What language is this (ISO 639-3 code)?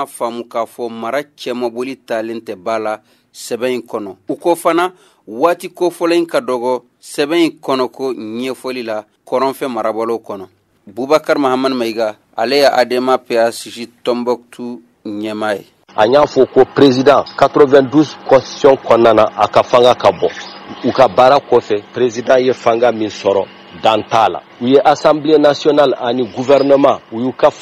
bam